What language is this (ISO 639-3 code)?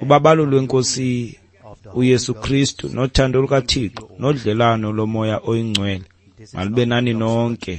xho